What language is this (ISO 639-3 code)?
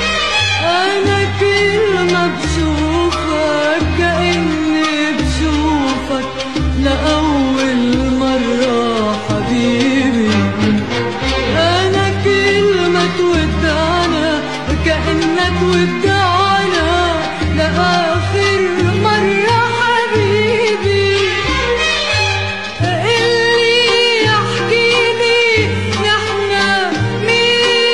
apc